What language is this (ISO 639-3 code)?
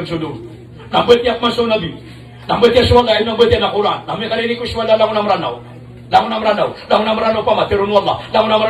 mrw